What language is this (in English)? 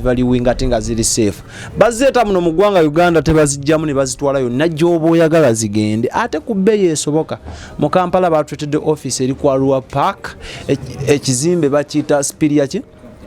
Ganda